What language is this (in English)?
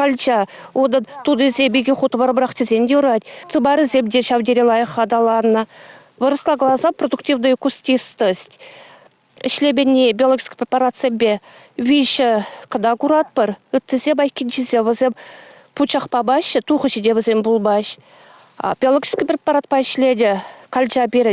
Chuvash